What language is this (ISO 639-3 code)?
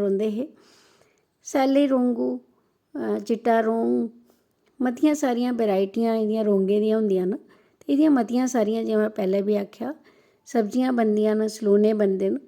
doi